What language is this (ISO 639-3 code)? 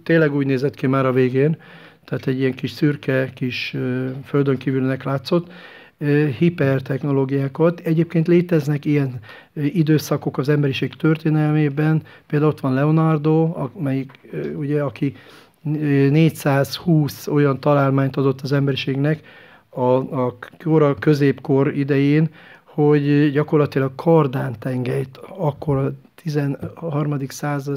hun